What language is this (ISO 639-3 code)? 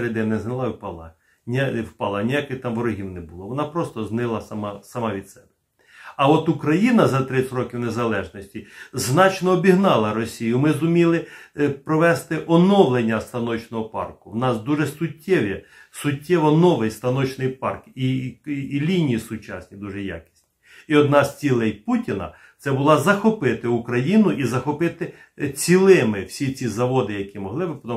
ukr